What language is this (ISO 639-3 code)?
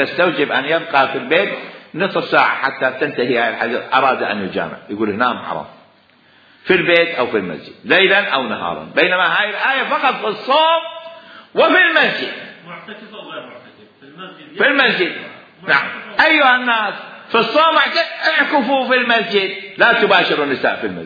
acm